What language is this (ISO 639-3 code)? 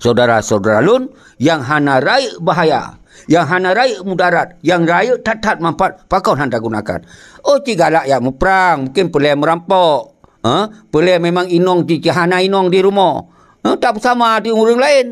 ace